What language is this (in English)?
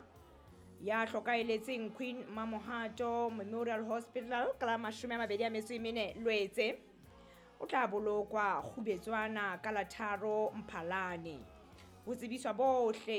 Southern Sotho